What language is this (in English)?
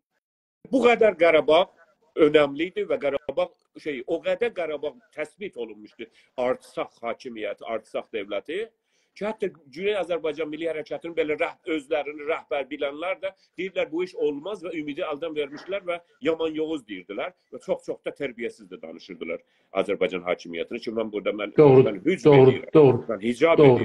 South Azerbaijani